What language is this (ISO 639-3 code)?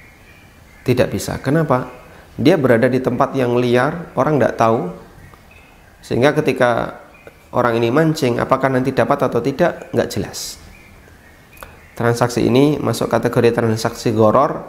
ind